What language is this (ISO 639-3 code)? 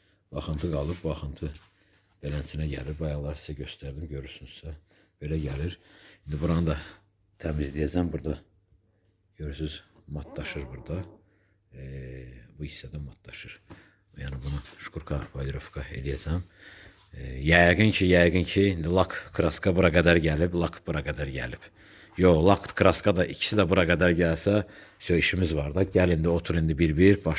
aze